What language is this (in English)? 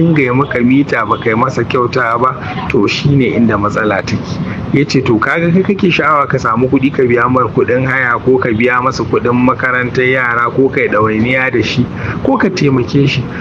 Hausa